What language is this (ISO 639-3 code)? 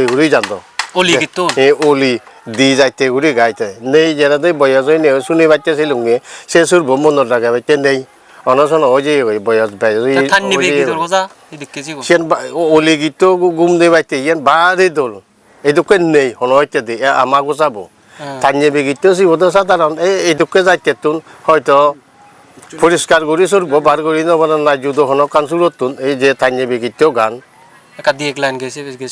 ccp